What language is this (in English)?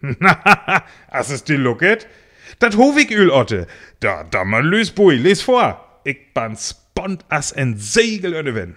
Northern Frisian